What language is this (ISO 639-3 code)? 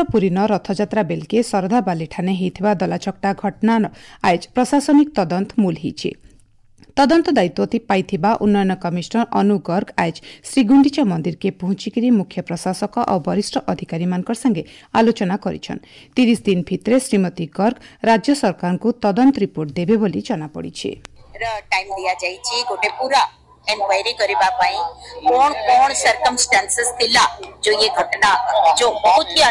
ori